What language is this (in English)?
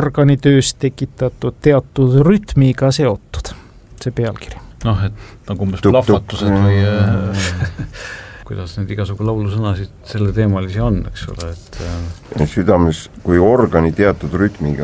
Estonian